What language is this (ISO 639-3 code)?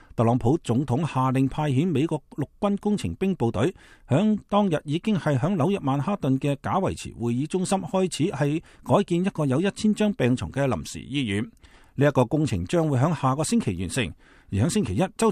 yue